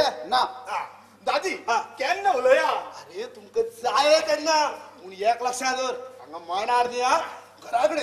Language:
Konkani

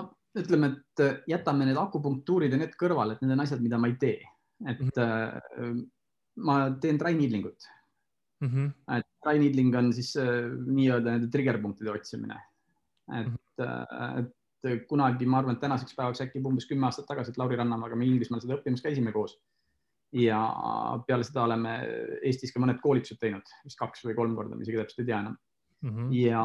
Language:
Estonian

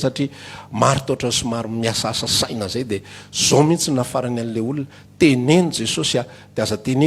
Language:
Malagasy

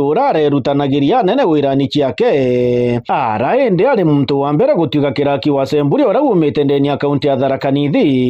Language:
Meru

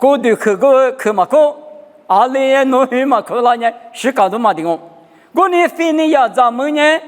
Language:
Lisu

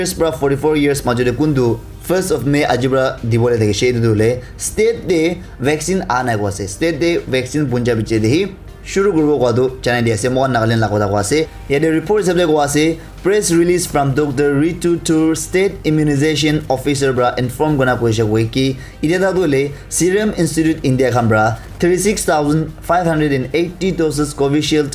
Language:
Naga Pidgin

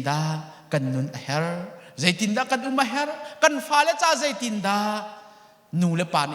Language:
Hakha Chin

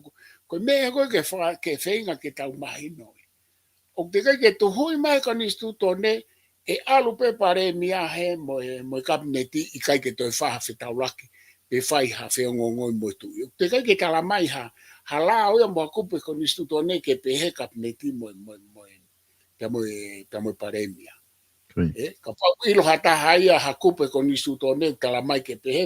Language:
Tongan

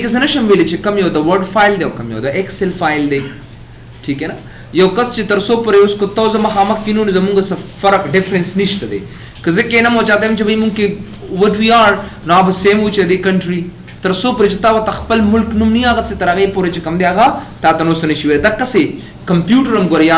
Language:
Pashto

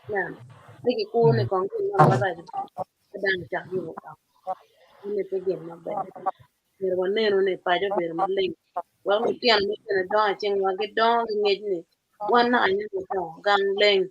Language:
Acoli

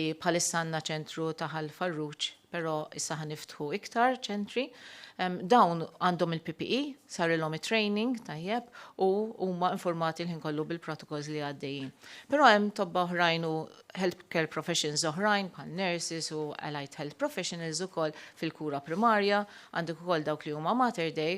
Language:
Maltese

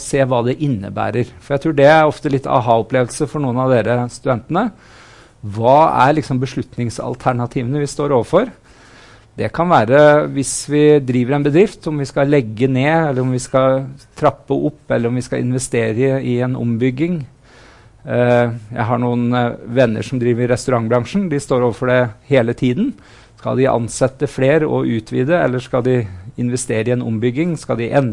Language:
Norwegian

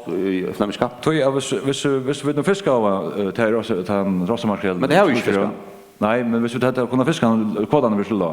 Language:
Faroese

